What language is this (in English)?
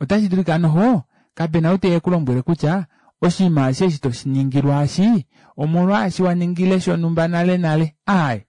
Kuanyama